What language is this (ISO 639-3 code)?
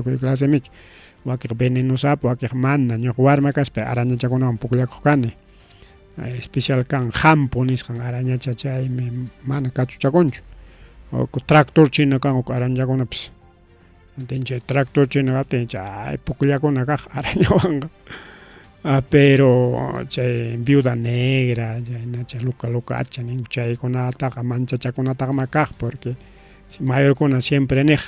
quy